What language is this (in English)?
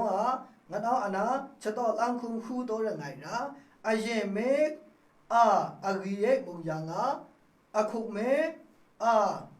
Maru